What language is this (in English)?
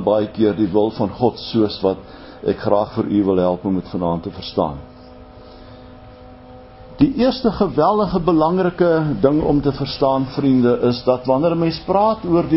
Afrikaans